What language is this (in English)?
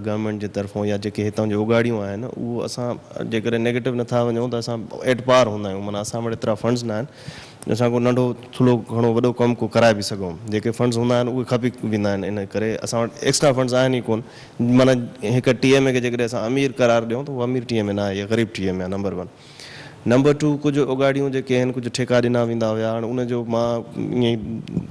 Sindhi